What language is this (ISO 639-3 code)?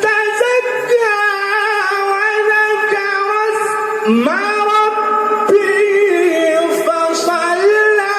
ace